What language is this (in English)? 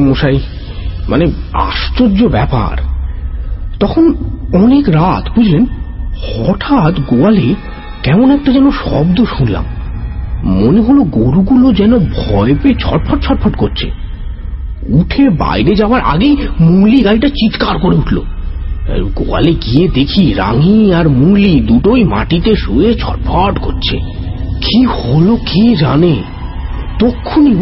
Bangla